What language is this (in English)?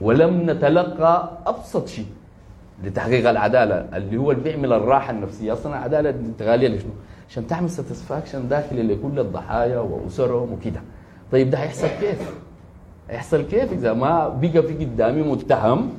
Sudanese Arabic